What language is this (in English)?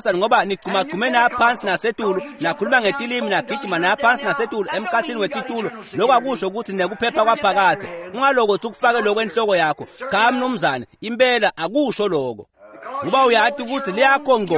Swati